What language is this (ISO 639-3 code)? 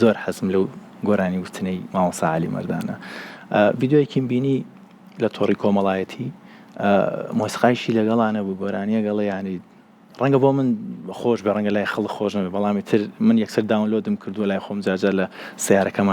ckb